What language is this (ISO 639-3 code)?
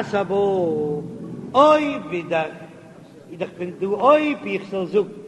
yid